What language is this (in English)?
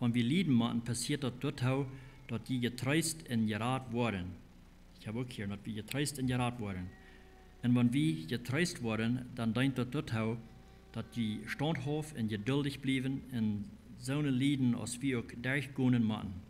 Plautdietsch